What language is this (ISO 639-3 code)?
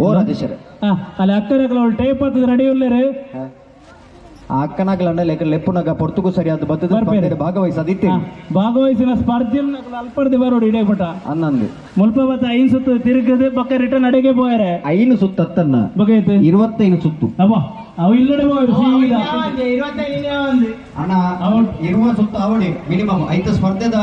tcy